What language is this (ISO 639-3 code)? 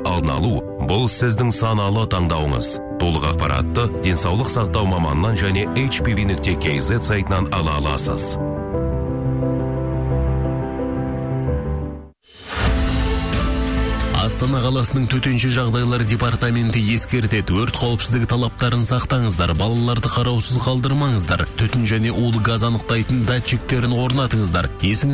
kaz